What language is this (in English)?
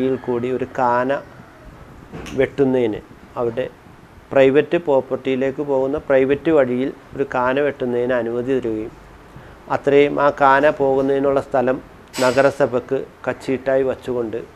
Malayalam